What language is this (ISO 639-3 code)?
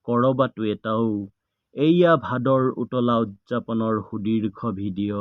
asm